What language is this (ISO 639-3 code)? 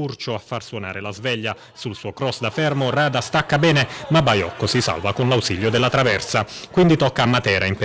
ita